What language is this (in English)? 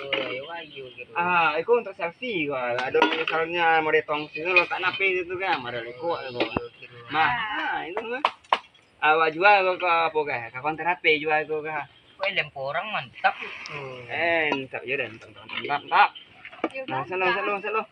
Minangkabau